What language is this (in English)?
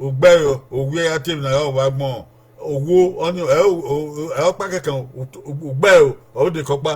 Bini